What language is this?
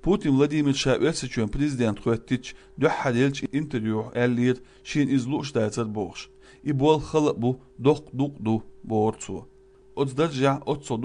Chechen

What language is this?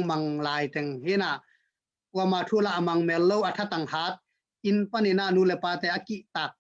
Tedim Chin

